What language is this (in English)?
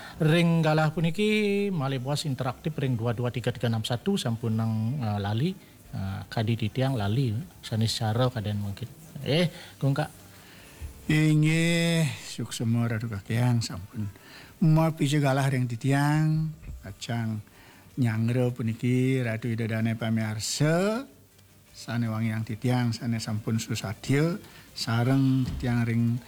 Balinese